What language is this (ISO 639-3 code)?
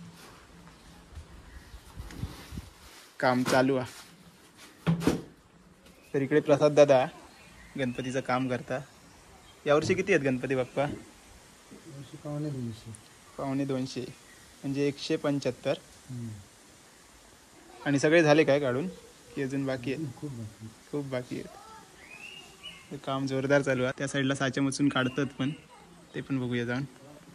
mar